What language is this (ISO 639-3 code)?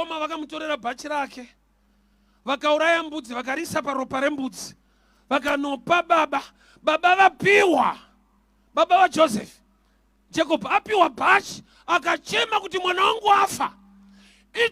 sna